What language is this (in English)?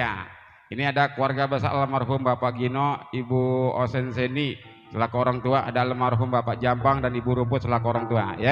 Betawi